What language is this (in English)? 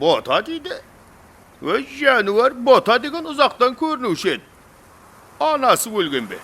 Kara-Kalpak